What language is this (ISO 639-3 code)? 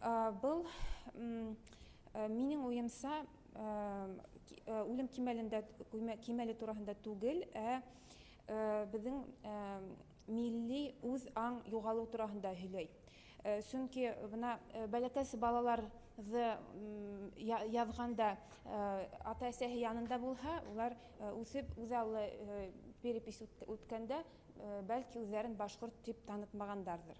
bak